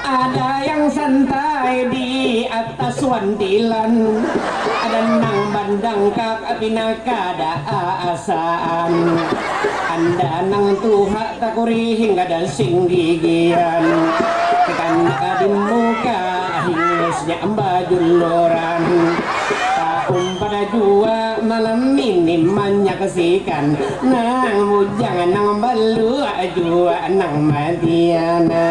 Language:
Banjar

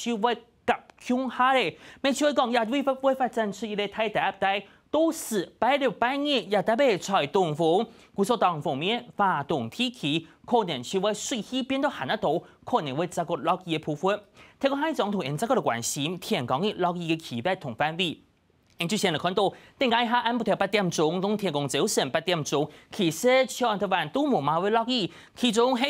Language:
Hakka Chinese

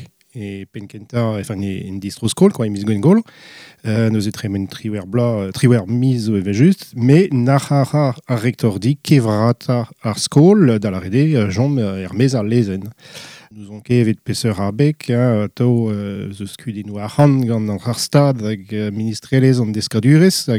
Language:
Breton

